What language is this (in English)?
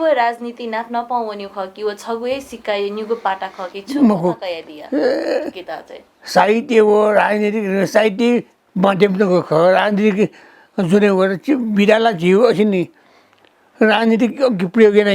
Newari